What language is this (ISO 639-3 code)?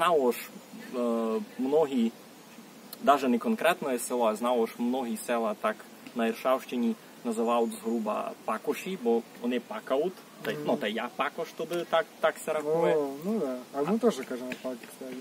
rue